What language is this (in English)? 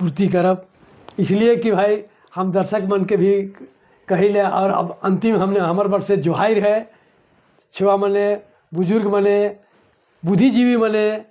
Sadri